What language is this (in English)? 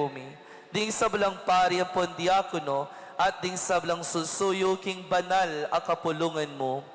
Pampanga